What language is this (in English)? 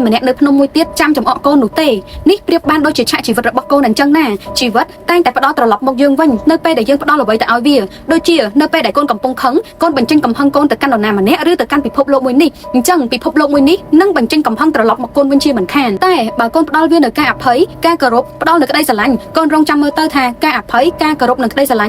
Khmer